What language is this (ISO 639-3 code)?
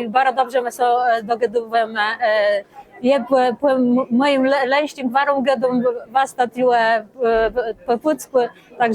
csb